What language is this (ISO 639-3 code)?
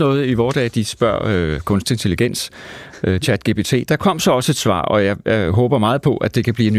dan